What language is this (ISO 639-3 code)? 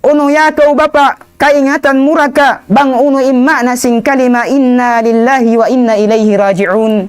tsg